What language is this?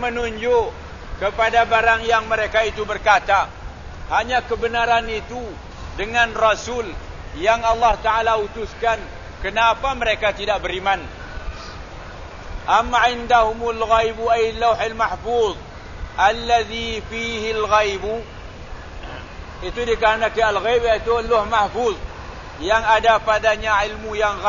Malay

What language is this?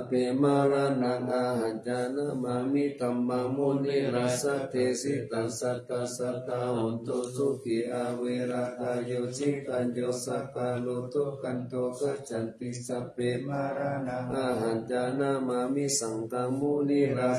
Pali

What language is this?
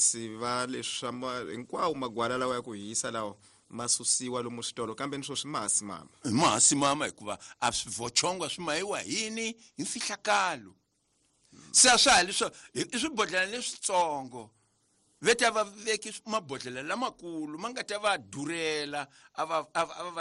Tsonga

